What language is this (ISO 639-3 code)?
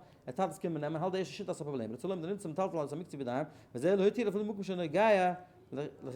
yid